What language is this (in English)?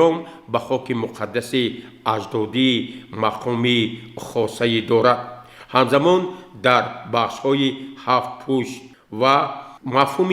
Tajik